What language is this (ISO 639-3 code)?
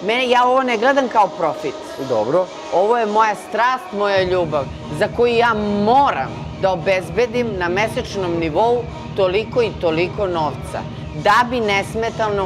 srp